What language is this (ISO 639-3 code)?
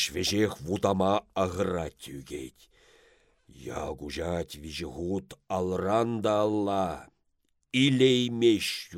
chv